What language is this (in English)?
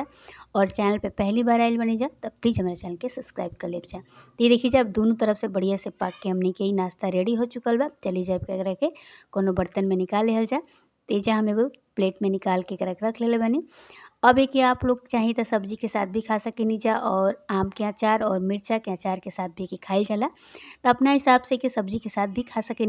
Bhojpuri